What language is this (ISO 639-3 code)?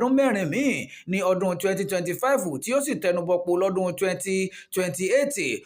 yor